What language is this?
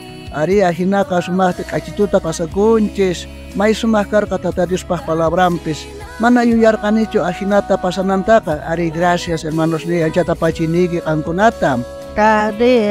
South Bolivian Quechua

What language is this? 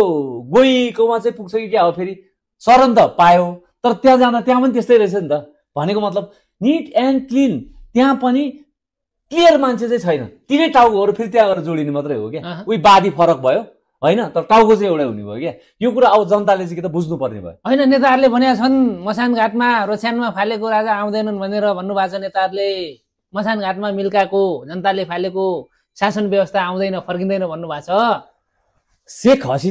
Nepali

